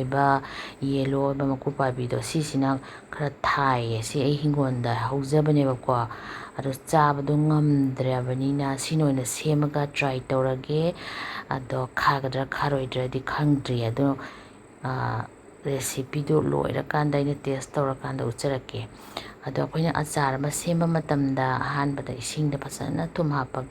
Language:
Manipuri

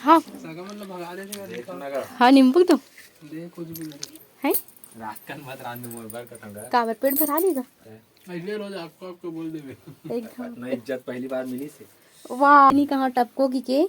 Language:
Chhattisgarhi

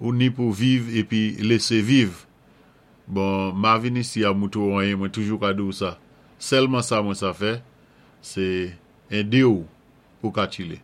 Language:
Saint Lucian Creole French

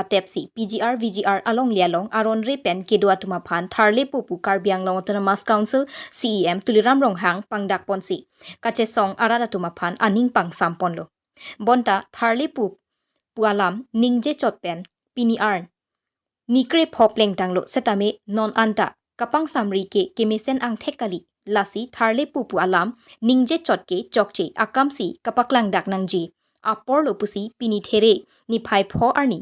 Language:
Karbi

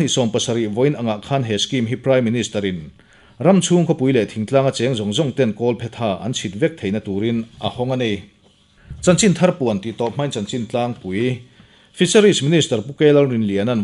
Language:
Mizo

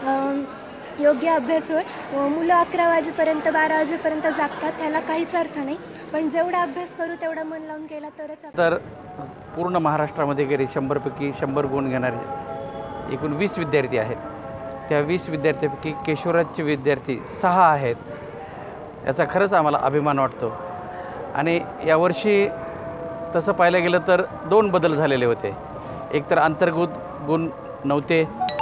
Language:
Marathi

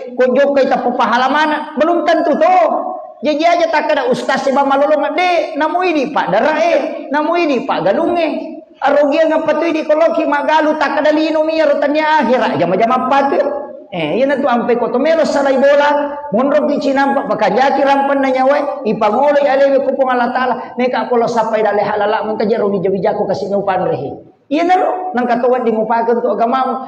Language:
Buginese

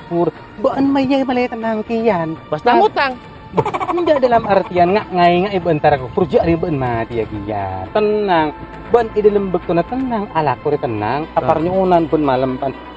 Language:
Madurese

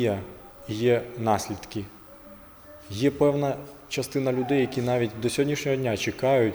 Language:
Ukrainian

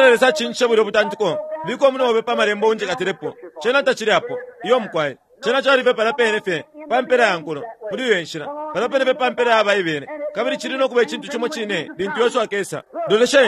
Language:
Bemba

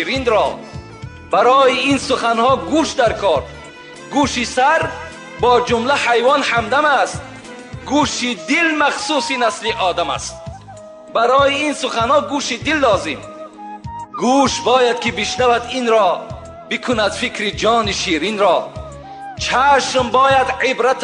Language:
Tajik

